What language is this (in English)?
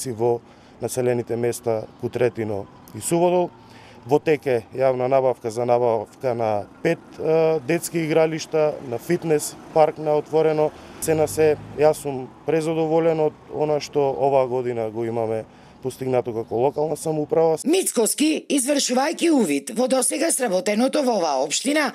Macedonian